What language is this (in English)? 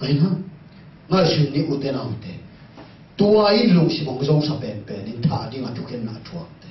Tedim Chin